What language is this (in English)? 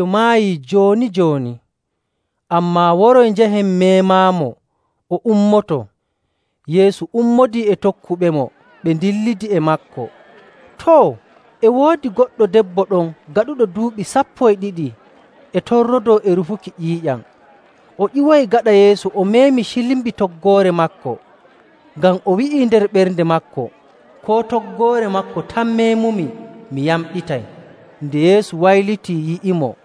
Nigerian Fulfulde